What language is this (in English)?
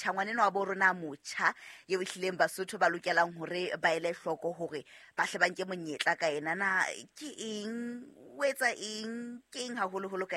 Southern Sotho